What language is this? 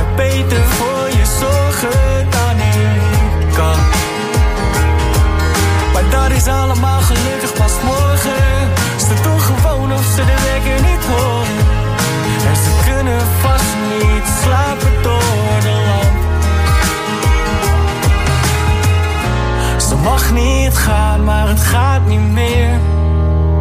Dutch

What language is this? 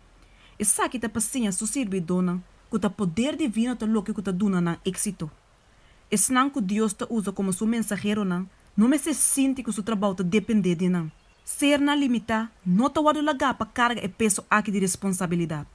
Papiamento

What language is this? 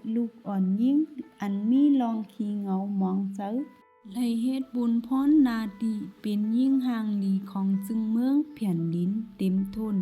Shan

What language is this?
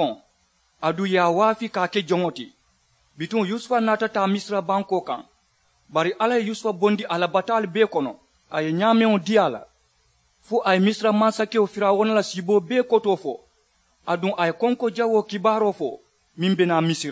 Mandingo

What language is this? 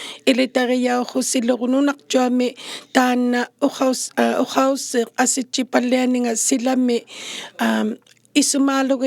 Inuktitut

